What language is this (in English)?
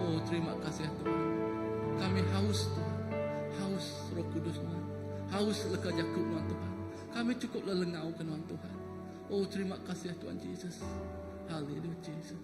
Iban